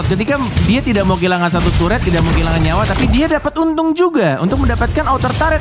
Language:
Indonesian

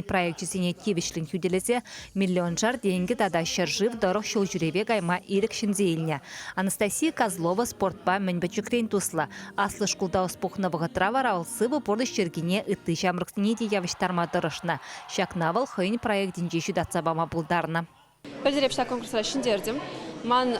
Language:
Chuvash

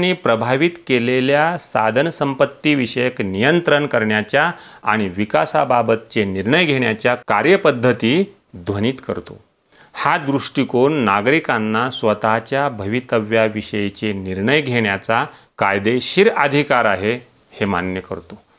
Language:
Marathi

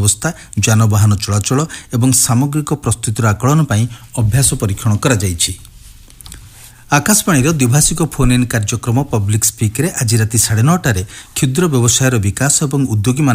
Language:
Odia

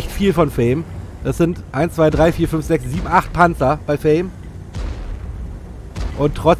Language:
German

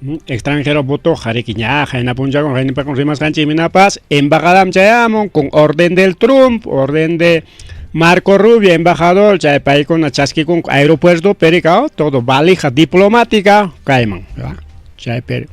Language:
Ayacucho Quechua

